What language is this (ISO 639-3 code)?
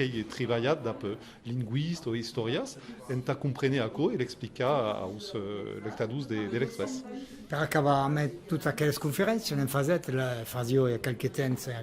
oci